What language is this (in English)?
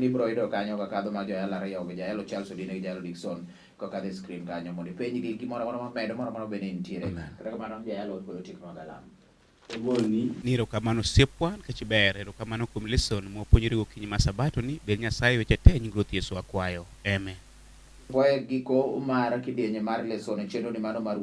Luo (Kenya and Tanzania)